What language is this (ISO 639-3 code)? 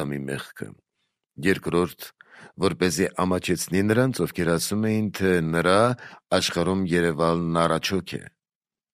hye